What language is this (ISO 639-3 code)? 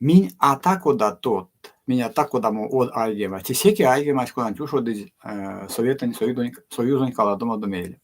myv